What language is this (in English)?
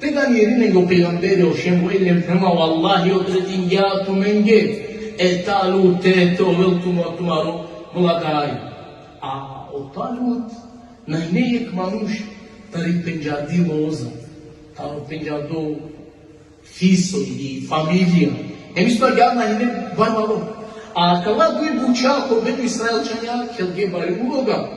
Balkan Romani